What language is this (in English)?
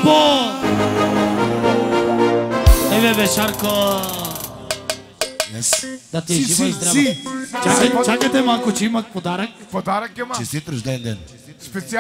Bulgarian